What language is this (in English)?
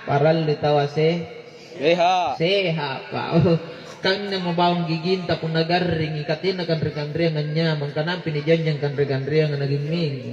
Makasar